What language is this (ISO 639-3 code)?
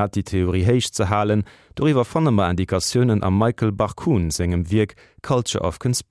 ltz